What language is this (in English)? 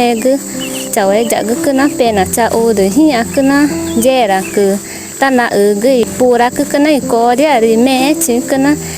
Ticuna